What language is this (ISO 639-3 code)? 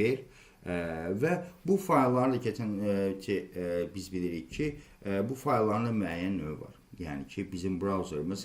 aze